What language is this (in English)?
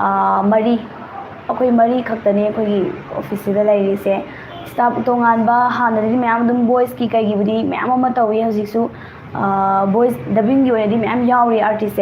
Manipuri